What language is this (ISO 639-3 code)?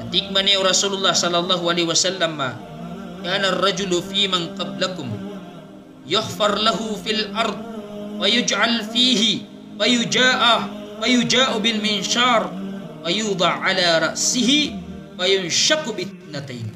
mrw